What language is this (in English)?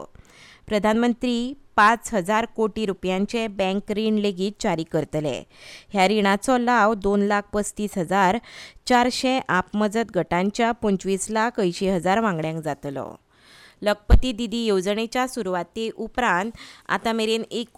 Konkani